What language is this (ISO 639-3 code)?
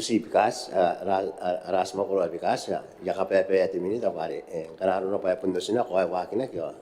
gil